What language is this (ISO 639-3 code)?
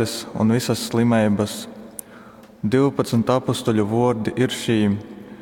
ltg